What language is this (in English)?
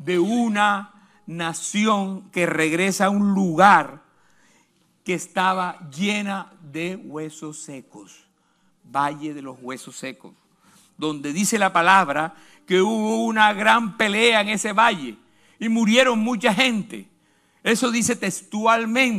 Spanish